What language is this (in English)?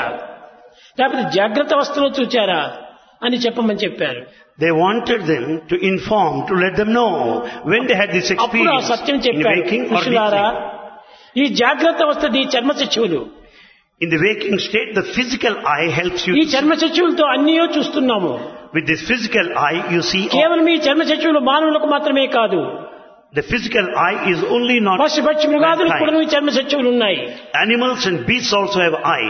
Telugu